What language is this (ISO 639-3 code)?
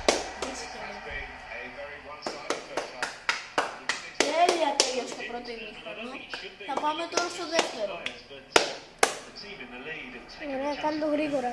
ell